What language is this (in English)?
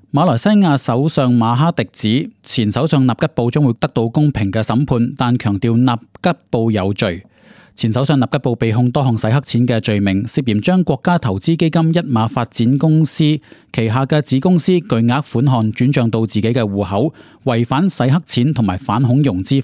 Cantonese